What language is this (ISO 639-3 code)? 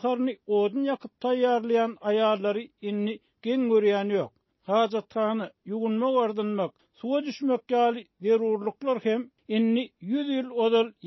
tuk